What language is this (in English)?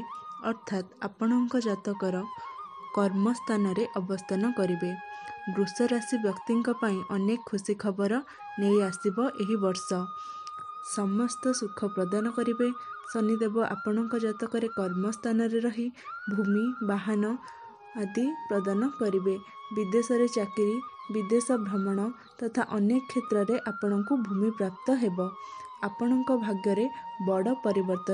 Odia